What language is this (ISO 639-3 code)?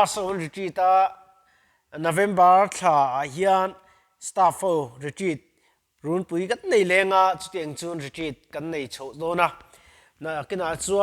lus